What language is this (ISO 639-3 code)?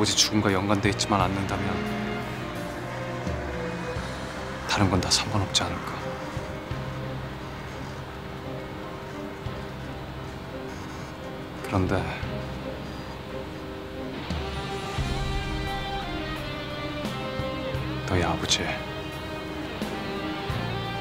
kor